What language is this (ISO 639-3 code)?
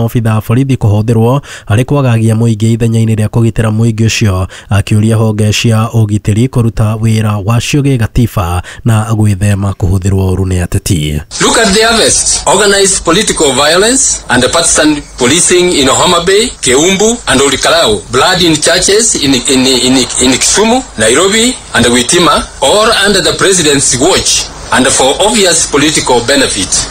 kik